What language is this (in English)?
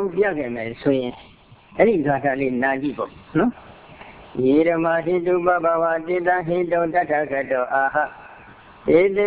Burmese